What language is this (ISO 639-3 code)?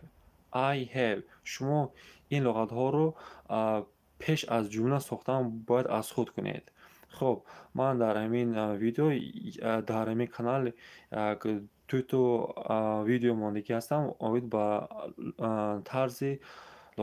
tgk